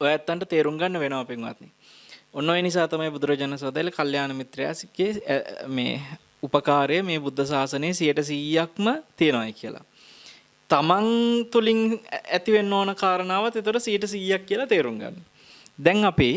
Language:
Sinhala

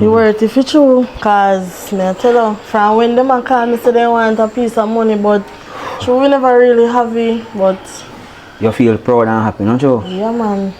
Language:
Jamaican Creole English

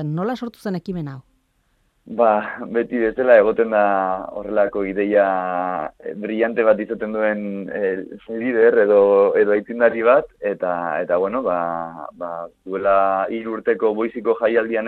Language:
Basque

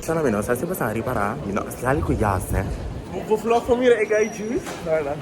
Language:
Papiamento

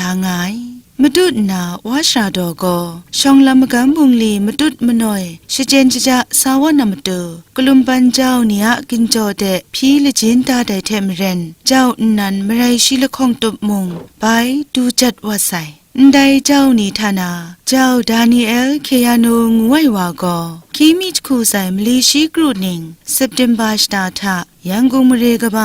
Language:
Kachin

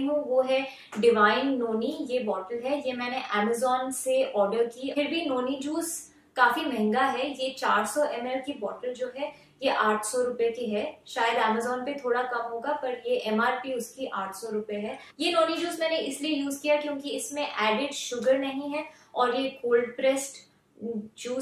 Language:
Hindi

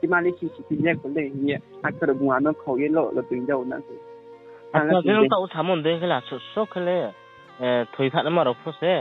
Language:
Riang (India)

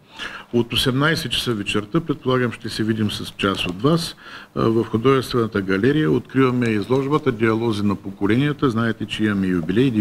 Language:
Bulgarian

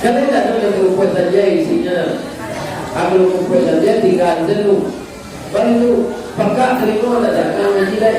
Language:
Minangkabau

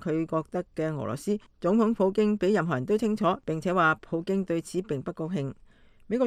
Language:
Cantonese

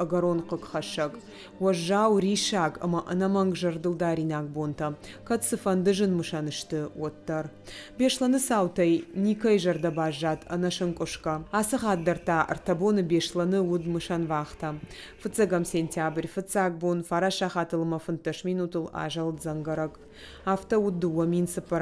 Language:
Ossetic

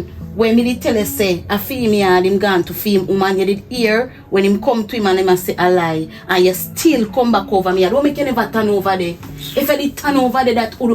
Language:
Jamaican Creole English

